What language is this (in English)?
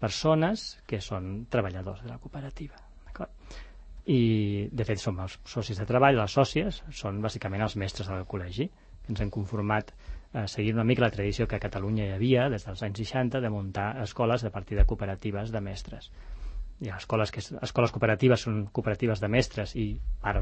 Catalan